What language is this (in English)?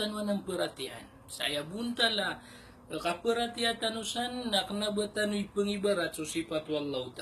Maranao